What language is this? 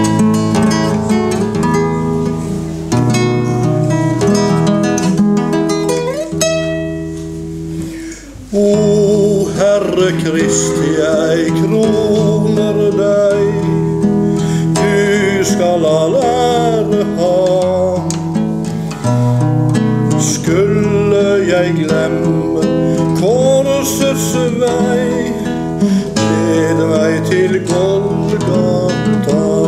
Norwegian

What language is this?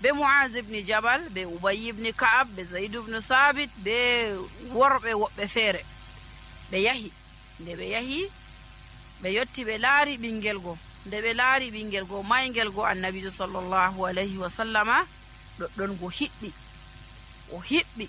Nigerian Fulfulde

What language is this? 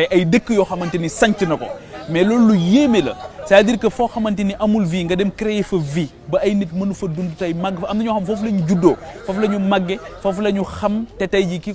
Wolof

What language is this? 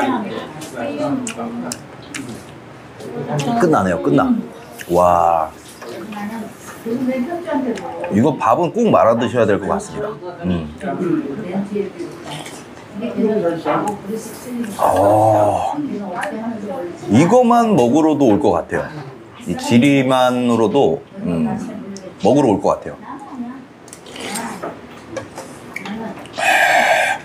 Korean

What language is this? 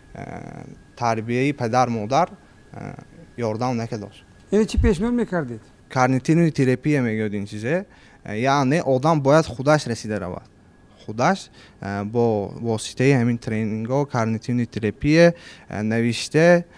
Tajik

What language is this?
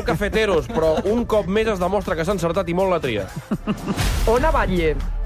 Catalan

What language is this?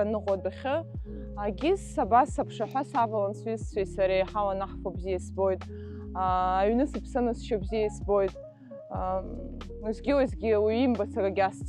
Abkhazian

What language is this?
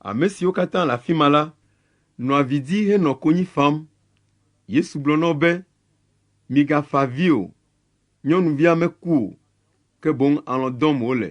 Ewe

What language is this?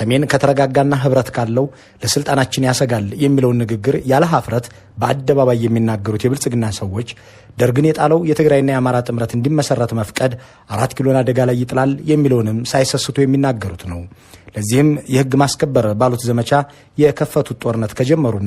Amharic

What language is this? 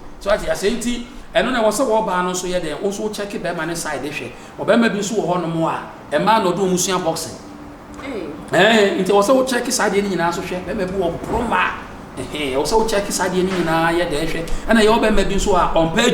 Akan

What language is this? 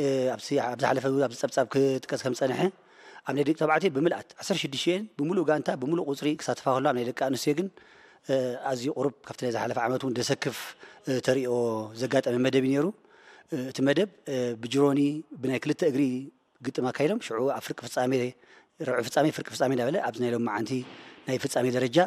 Tigrinya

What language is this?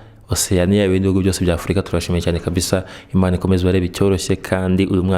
Kinyarwanda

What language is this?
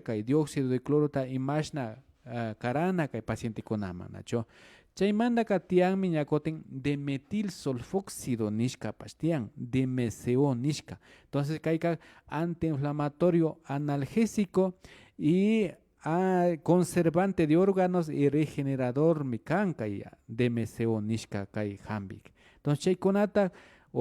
Imbabura Highland Quichua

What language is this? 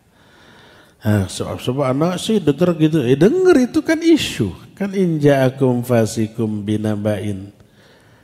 Indonesian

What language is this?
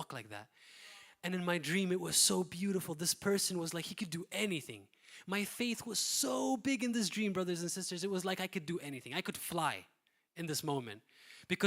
English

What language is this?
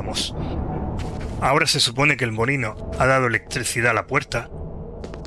Spanish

